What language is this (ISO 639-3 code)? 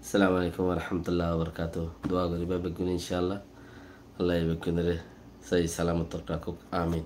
rhg